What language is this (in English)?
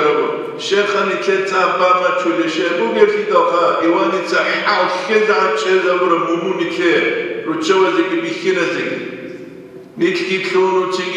Avaric